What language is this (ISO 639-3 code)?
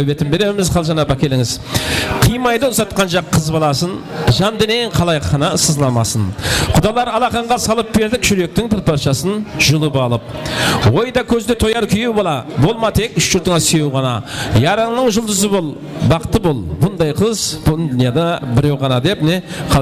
kaa